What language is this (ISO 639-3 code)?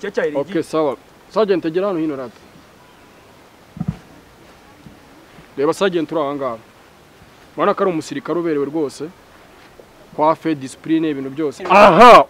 kin